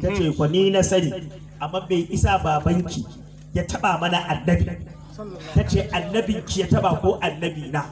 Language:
Hausa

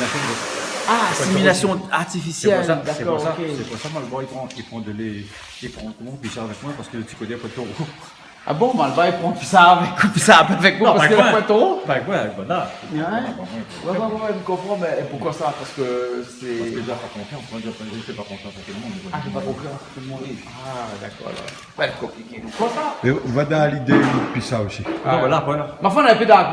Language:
Réunion Creole French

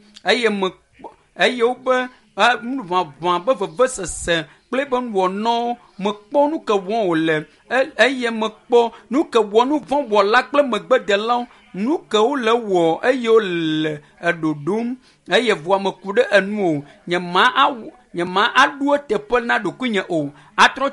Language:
Ewe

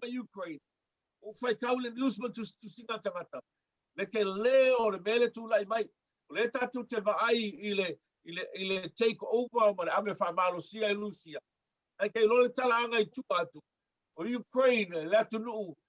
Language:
Samoan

